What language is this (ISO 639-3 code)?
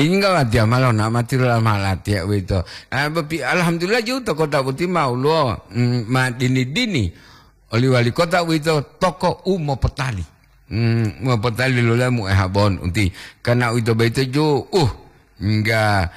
gor